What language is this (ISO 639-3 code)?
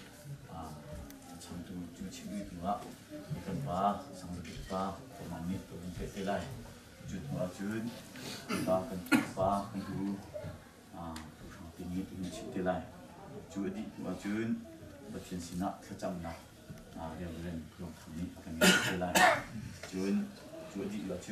cnh